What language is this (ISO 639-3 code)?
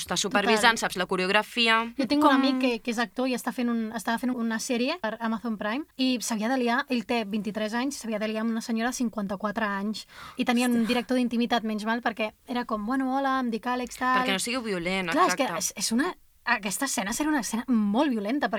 cat